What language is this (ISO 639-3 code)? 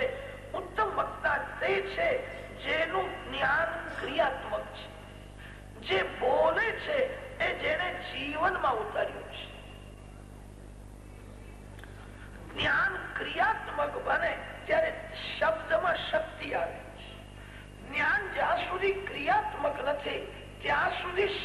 guj